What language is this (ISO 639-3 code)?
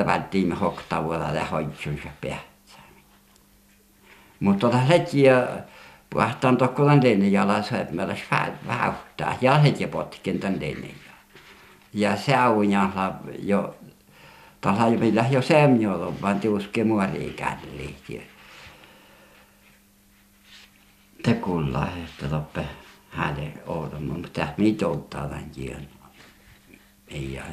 fin